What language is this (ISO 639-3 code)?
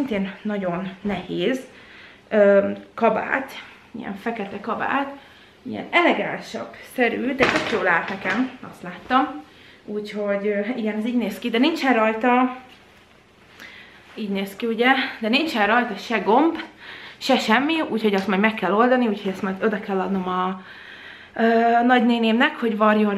hun